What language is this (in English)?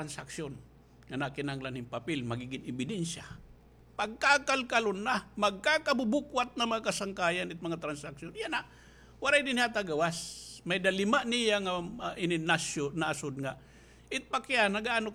Waray